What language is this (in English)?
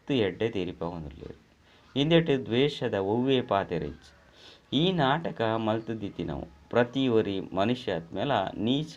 Tulu